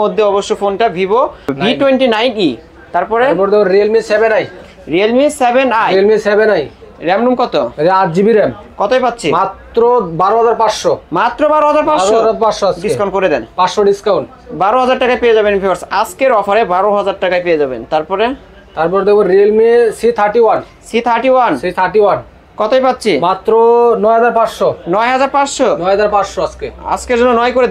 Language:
Bangla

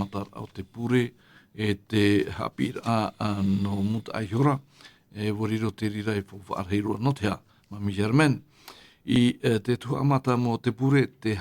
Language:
Tahitian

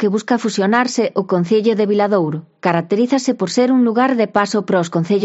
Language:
Galician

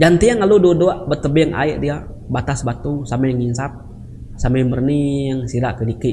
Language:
Iban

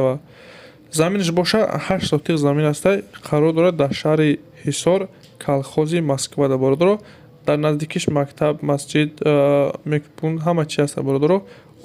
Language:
Tajik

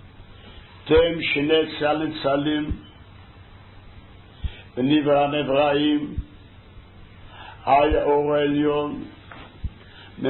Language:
Hebrew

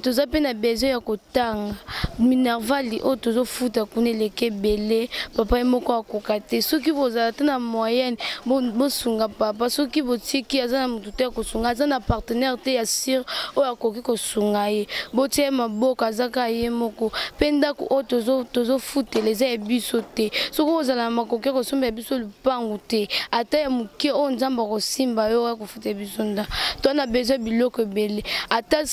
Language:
Lingala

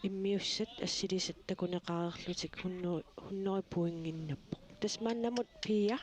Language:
Kalaallisut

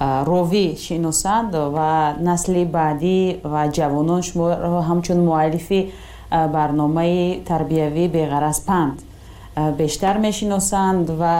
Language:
Tajik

